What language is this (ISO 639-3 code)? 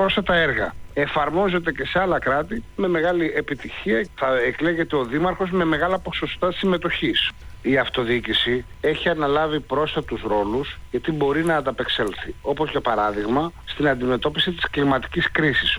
ell